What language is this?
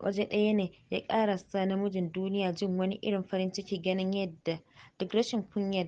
Hausa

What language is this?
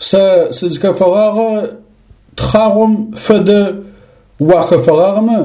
Adyghe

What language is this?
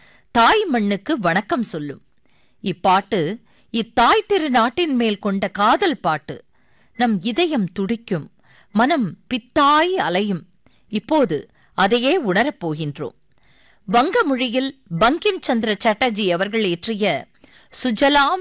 Tamil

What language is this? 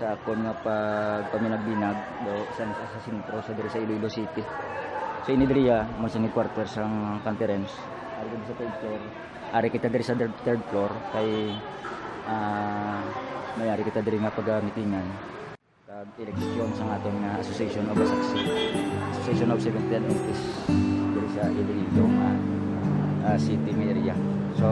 Hiligaynon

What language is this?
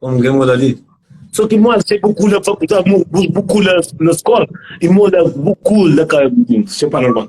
Kabuverdianu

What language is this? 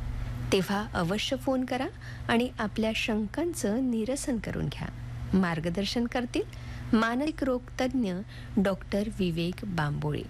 Marathi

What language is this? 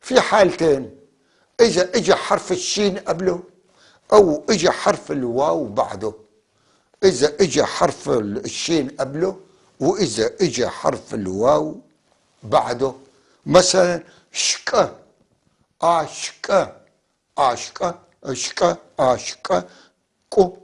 North Levantine Arabic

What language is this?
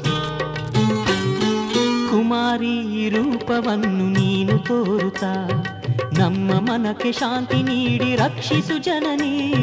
Kannada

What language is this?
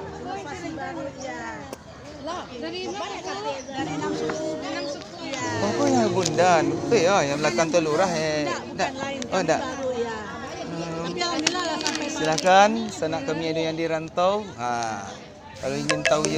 Minangkabau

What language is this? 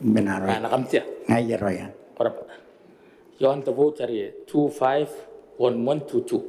Gilbertese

